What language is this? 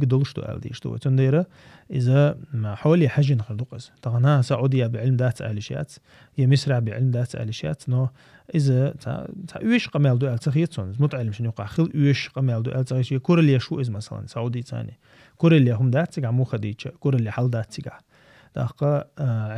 Chechen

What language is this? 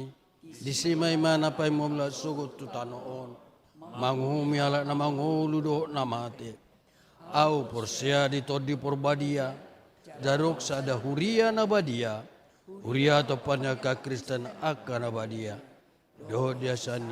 Batak Toba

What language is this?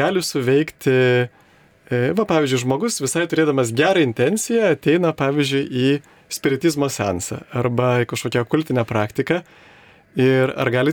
Lithuanian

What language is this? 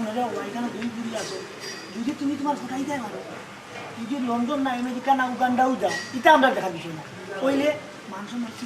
Sylheti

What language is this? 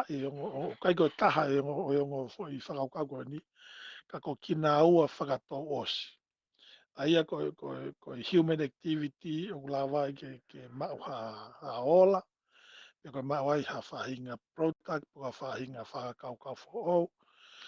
Tongan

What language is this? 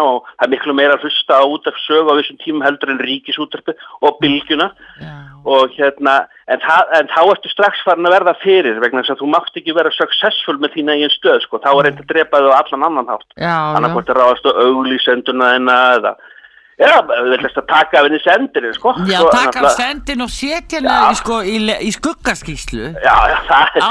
Icelandic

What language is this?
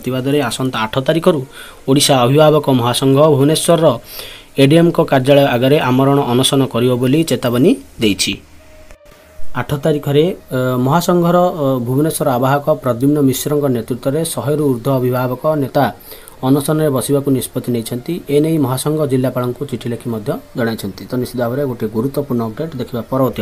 Odia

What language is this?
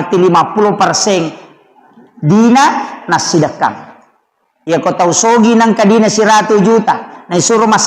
Buginese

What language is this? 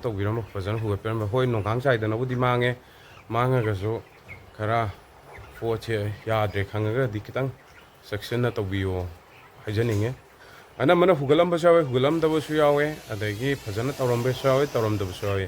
Manipuri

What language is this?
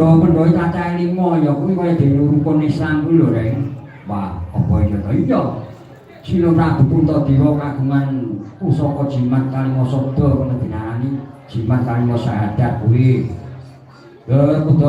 Javanese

